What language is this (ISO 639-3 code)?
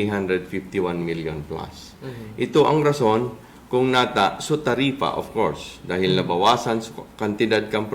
bik